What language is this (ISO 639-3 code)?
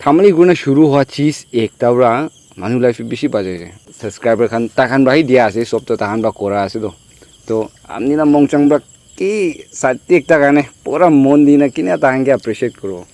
nag